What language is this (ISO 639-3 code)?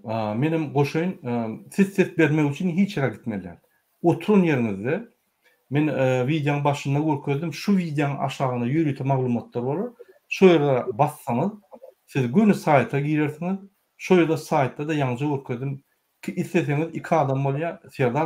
tuk